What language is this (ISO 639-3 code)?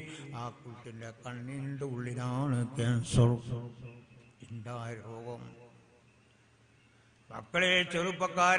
mal